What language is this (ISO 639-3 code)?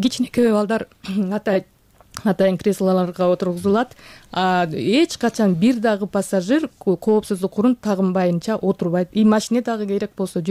kir